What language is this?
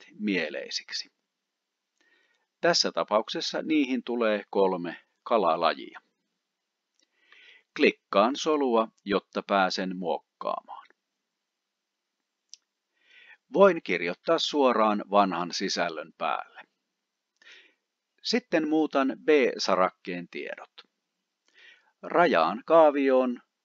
Finnish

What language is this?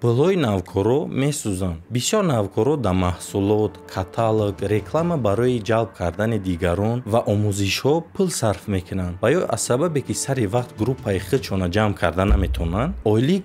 Tajik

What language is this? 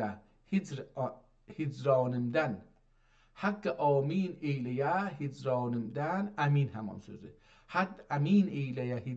South Azerbaijani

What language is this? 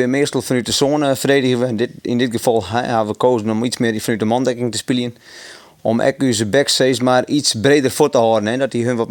Western Frisian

